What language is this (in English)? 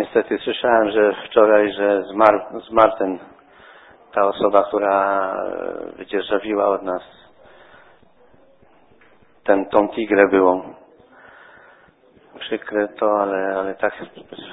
Polish